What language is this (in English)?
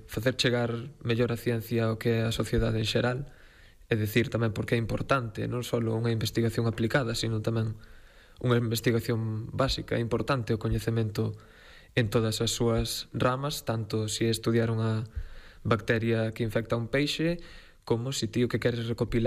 Galician